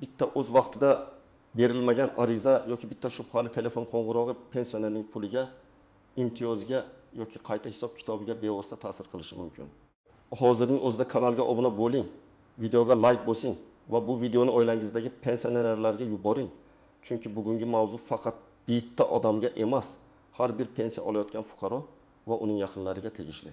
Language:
Uzbek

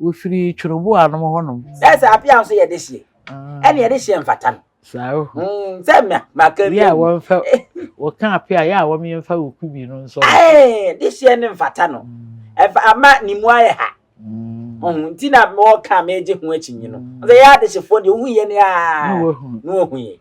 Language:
Akan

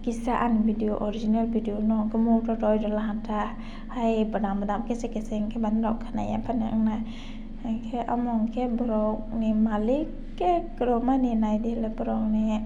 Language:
Kok Borok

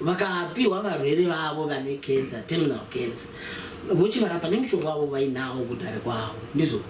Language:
Shona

